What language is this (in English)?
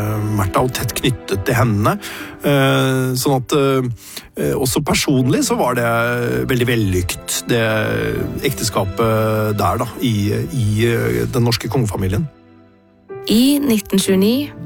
Norwegian